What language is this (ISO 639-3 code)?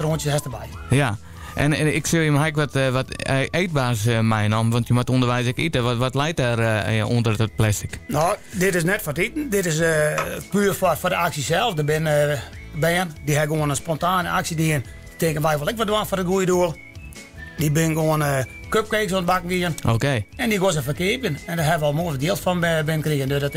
fry